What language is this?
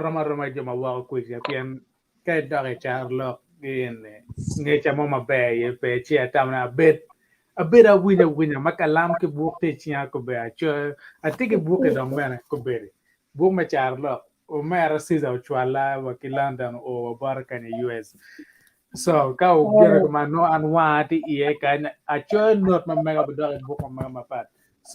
Acoli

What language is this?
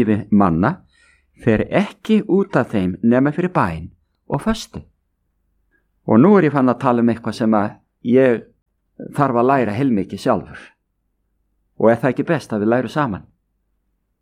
Icelandic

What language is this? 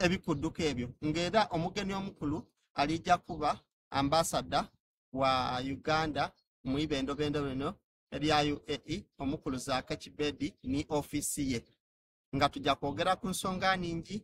Soga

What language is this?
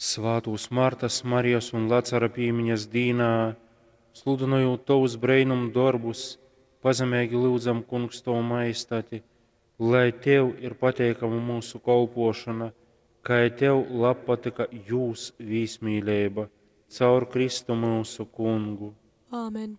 Latgalian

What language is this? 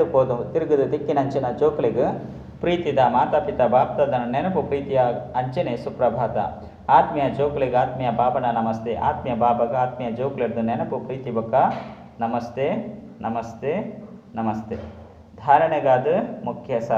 Tulu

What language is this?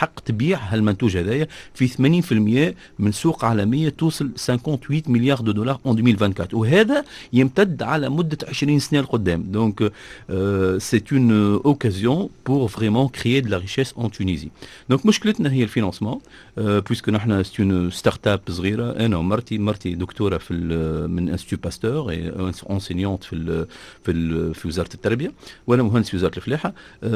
Tunisian Arabic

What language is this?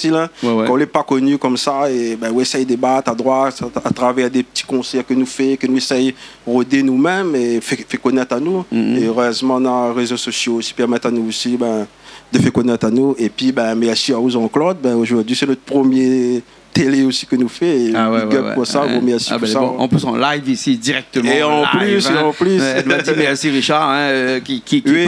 Réunion Creole French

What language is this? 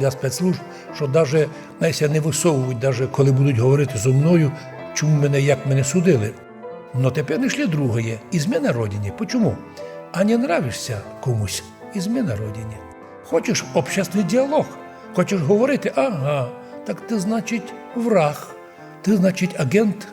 Rusyn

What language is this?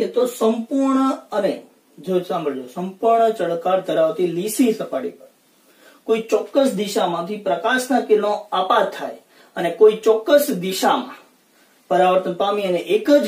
Gujarati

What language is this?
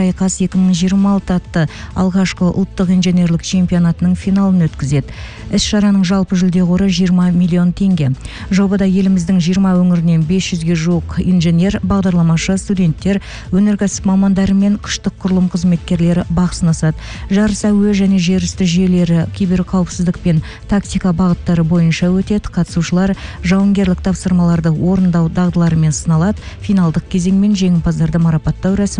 Kazakh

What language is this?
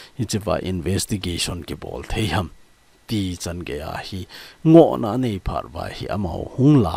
Thado Chin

